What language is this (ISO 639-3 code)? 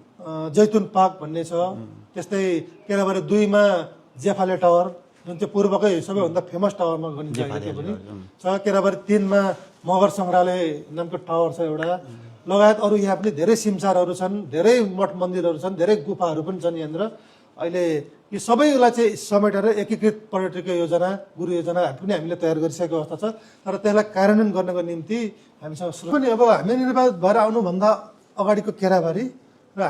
nep